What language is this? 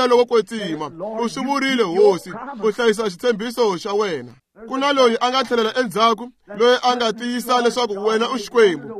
Tsonga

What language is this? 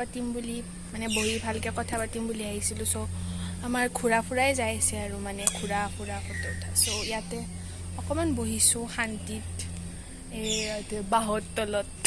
Assamese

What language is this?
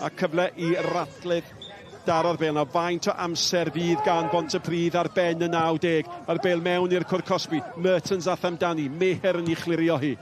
Welsh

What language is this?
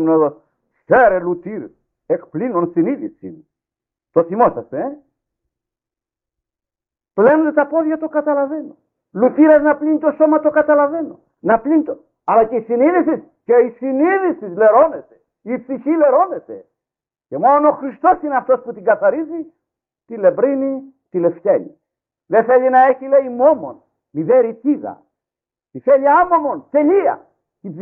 Greek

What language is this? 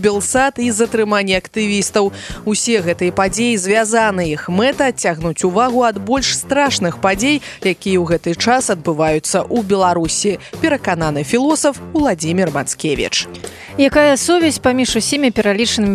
Belarusian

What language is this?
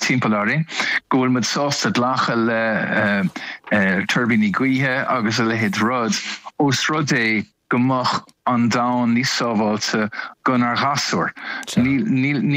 Irish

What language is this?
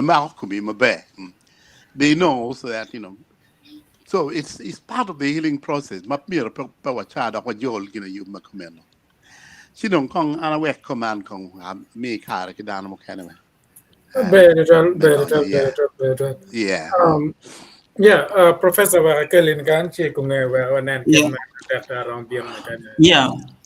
Acoli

